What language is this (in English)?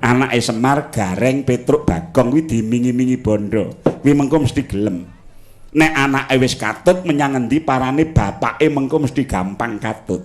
Javanese